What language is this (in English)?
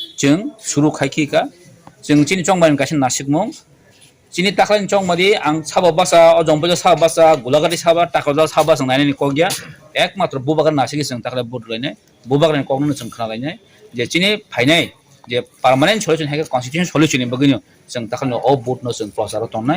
Kok Borok